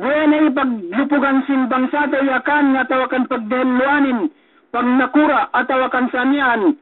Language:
Yakan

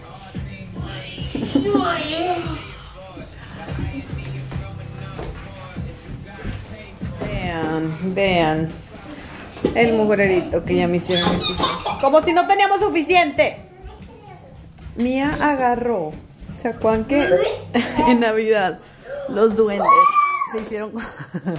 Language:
Spanish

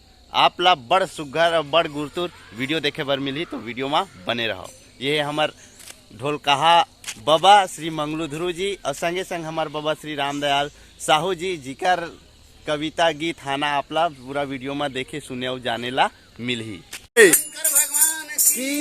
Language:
Chhattisgarhi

